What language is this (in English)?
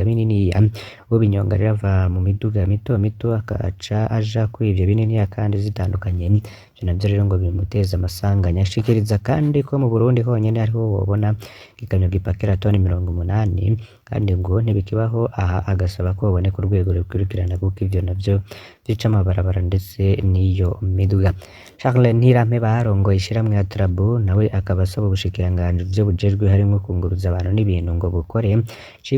Rundi